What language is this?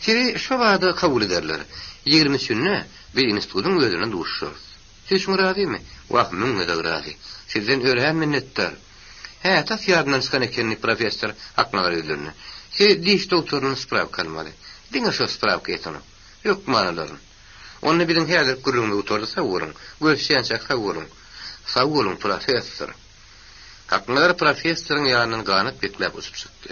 Turkmen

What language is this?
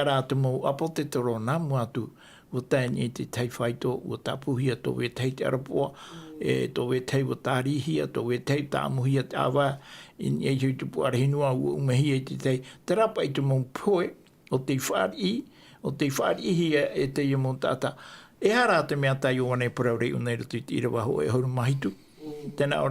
Tahitian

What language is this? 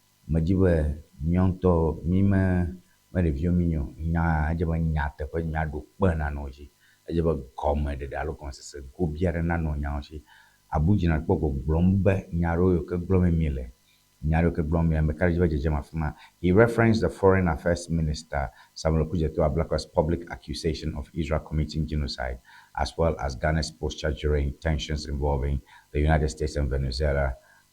Ewe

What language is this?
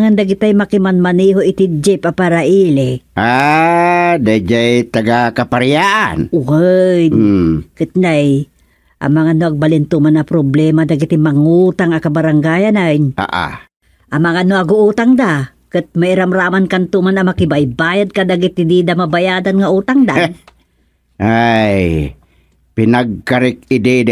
Iloko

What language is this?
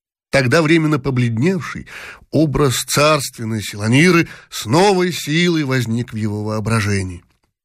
Russian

